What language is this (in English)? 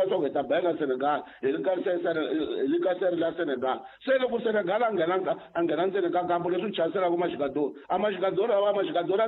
Tsonga